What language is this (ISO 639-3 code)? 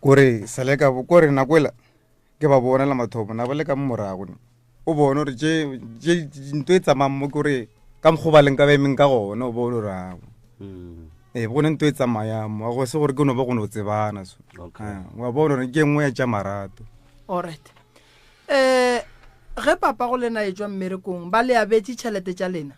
nso